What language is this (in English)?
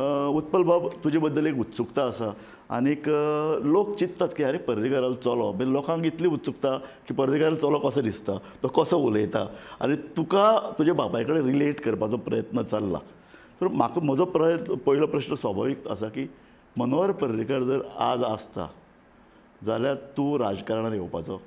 Konkani